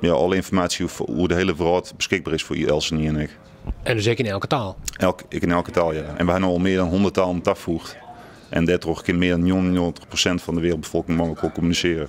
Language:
Western Frisian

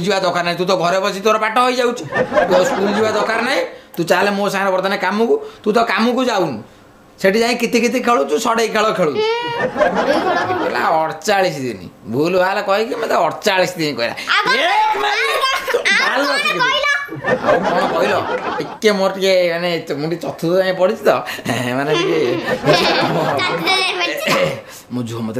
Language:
Odia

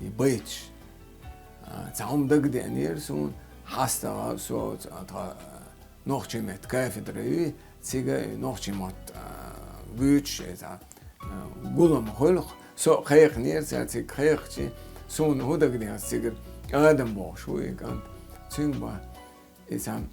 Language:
Chechen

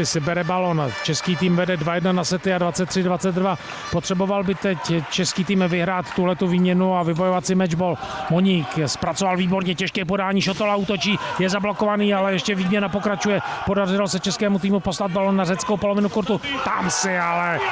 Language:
Czech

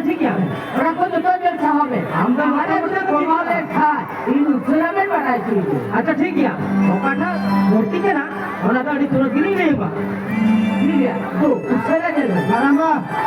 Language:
Santali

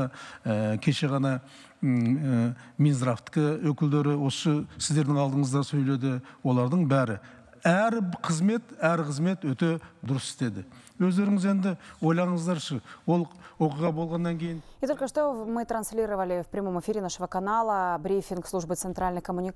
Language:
Kazakh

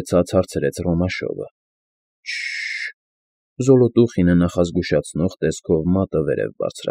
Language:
Armenian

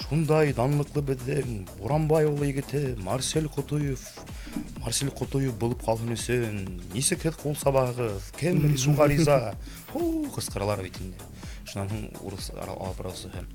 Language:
Bashkir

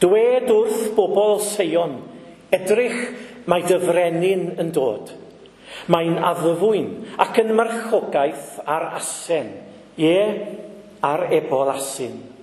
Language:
Welsh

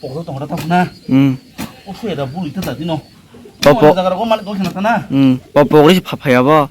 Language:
Kok Borok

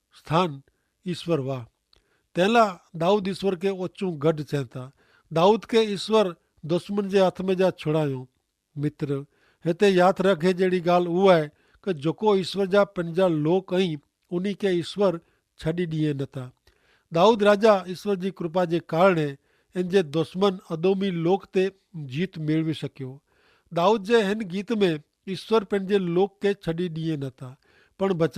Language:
Kachhi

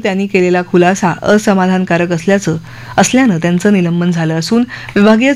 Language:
Marathi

